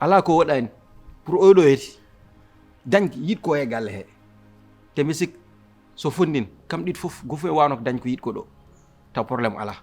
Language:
Fula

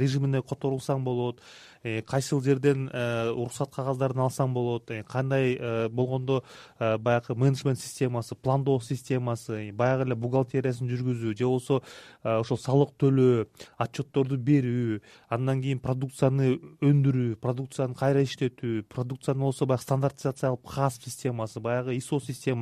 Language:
Kyrgyz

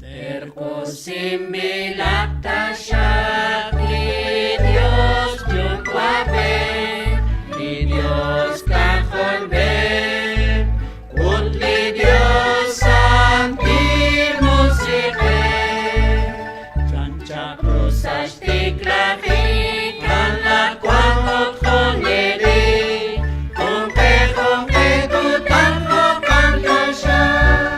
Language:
Kekchí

